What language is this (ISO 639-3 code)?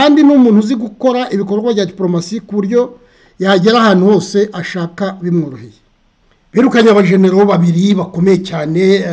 kin